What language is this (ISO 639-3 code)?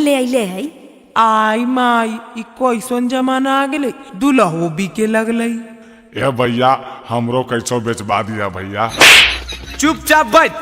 mag